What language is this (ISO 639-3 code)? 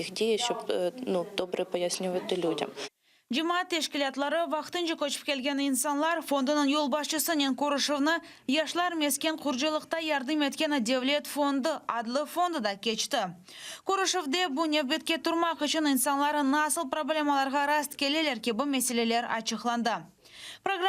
crh